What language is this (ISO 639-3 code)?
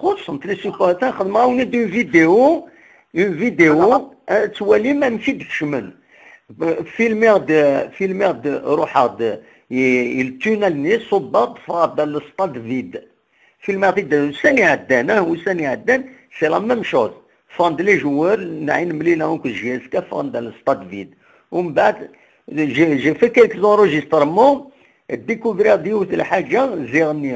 kab